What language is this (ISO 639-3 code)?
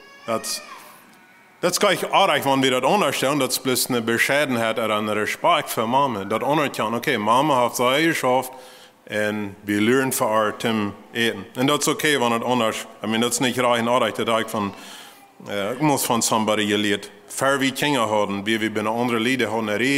pdt